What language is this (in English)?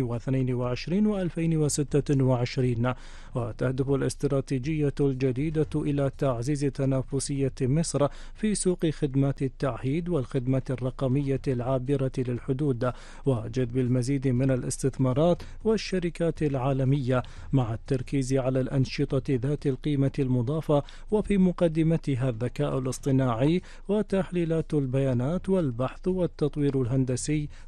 Arabic